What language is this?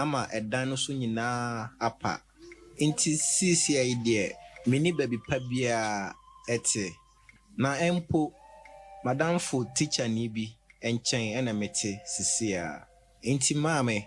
Akan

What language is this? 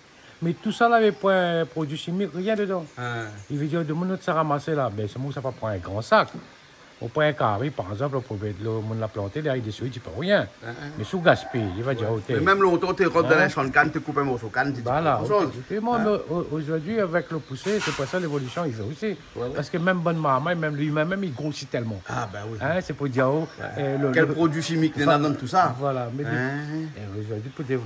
Réunion Creole French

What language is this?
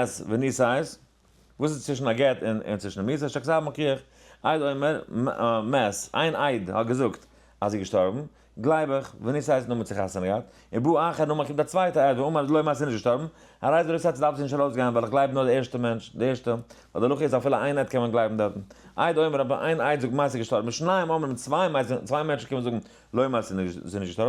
Yiddish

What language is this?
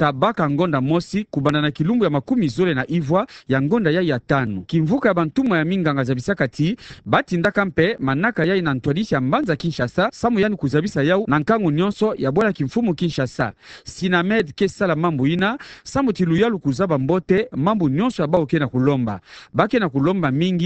Kituba (Democratic Republic of Congo)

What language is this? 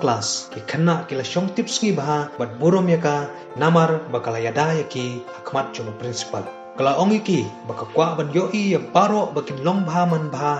Khasi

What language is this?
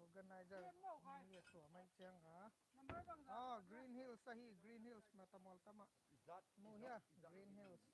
Tedim Chin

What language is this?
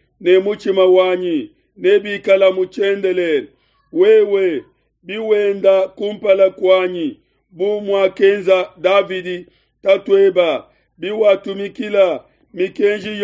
Luba-Lulua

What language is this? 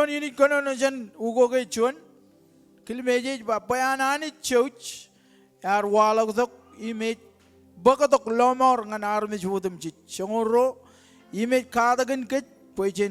Marshallese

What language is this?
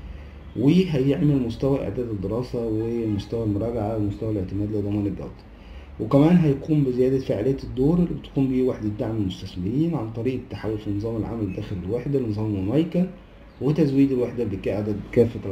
Egyptian Arabic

